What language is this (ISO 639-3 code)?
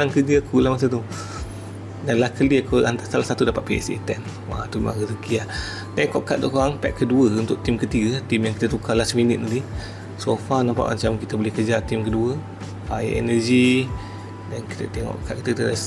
msa